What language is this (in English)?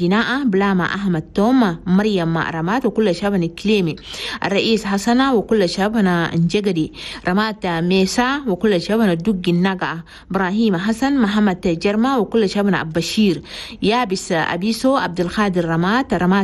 Chadian Arabic